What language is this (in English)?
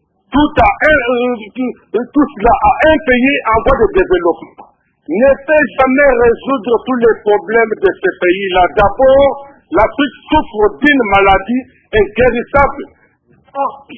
French